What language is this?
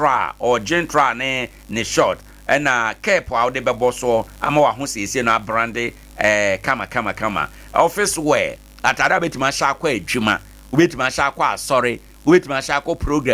Akan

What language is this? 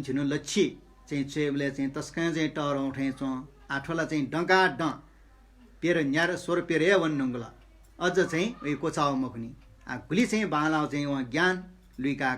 Newari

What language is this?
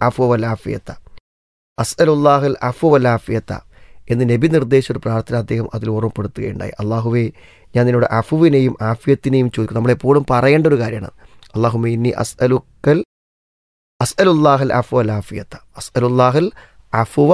Malayalam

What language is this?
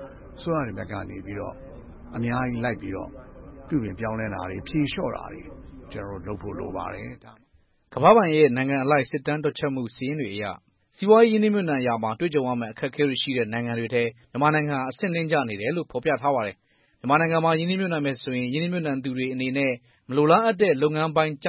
Burmese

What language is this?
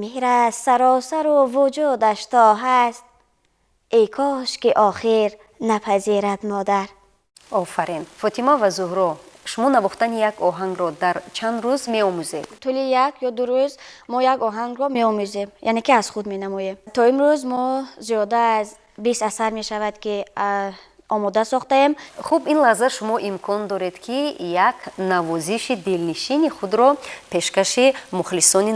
Tajik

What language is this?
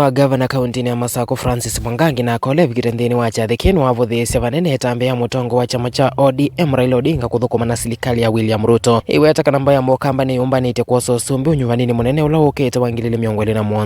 Kamba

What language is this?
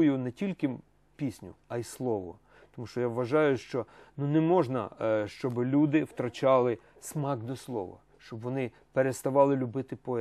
Ukrainian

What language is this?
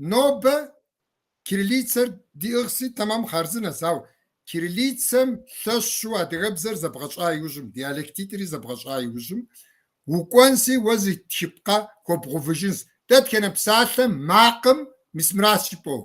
Kabardian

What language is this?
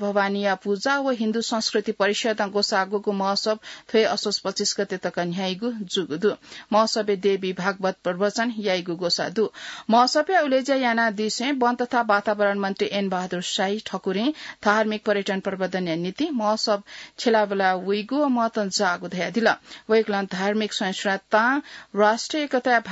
Newari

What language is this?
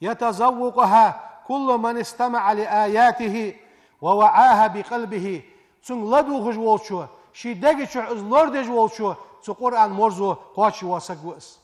Ingush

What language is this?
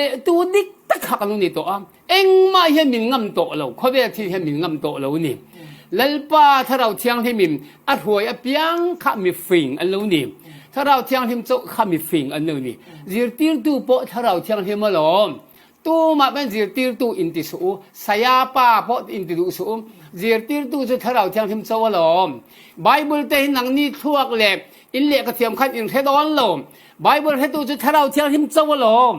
Falam Chin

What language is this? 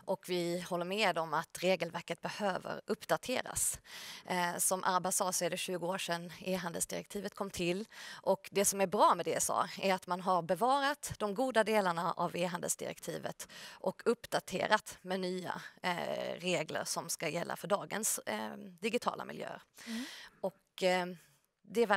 Swedish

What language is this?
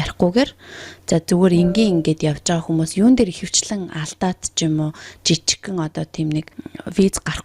Mongolian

